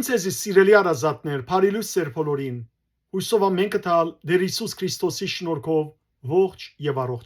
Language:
Western Armenian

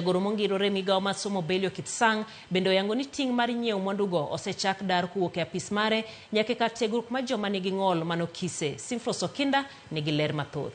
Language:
Luo (Kenya and Tanzania)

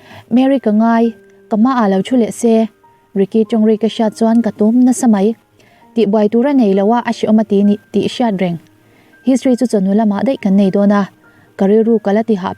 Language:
Mizo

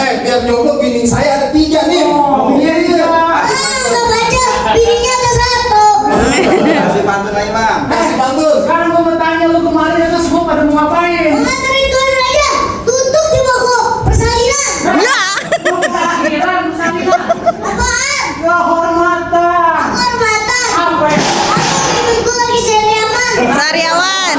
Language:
Betawi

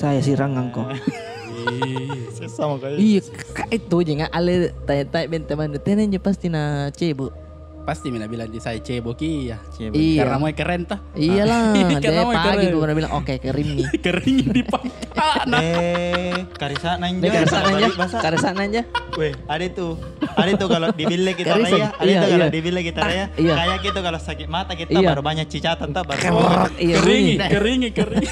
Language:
Makassar Malay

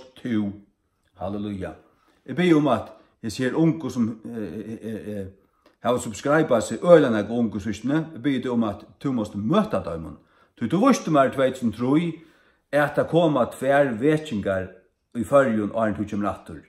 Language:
Faroese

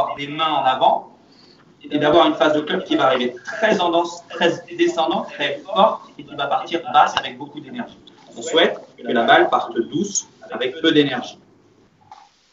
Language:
French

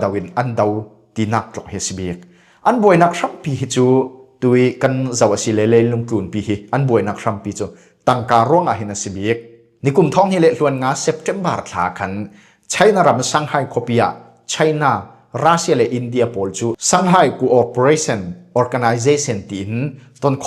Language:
Falam Chin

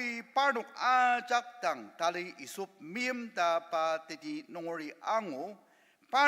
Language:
Ao Naga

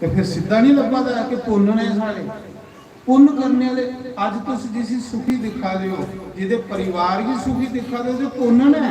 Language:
Dogri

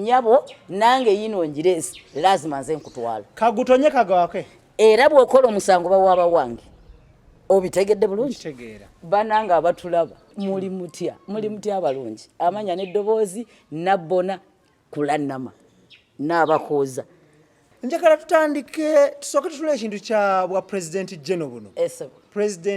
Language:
Ganda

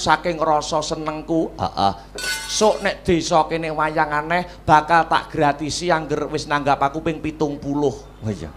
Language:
Javanese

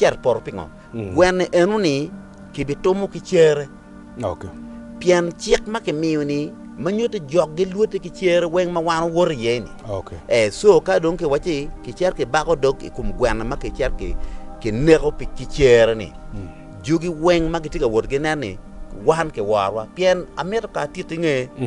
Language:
Acoli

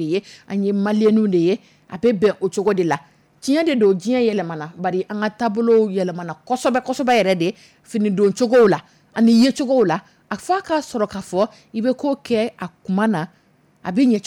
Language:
Dyula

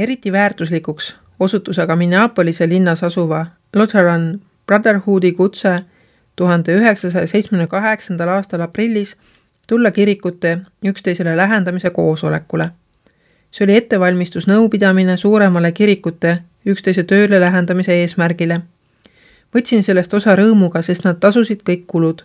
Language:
Estonian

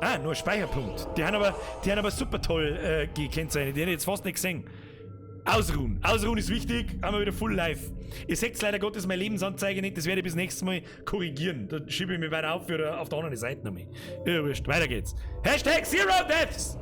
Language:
Bavarian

